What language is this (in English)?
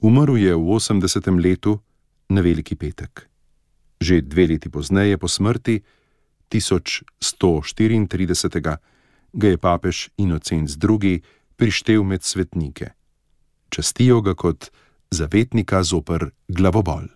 Slovenian